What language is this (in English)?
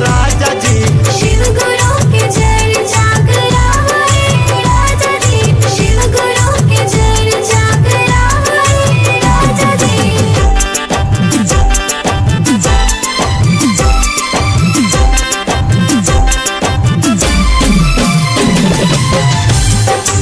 Bhojpuri